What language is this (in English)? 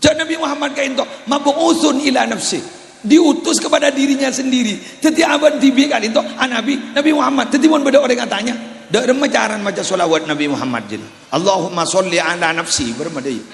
Madurese